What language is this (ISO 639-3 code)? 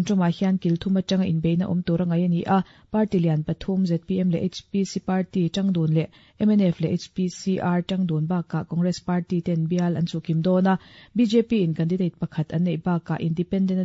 lus